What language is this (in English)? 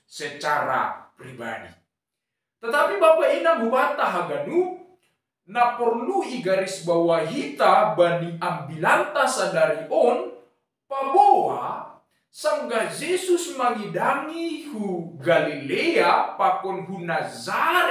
Batak Simalungun